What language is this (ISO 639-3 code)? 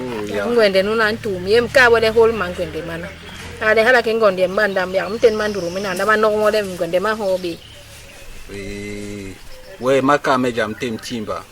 bas